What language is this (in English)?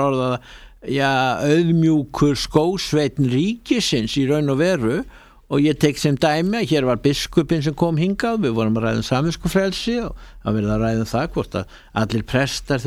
Icelandic